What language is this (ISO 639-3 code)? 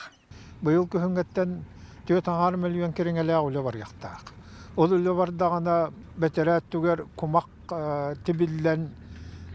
sah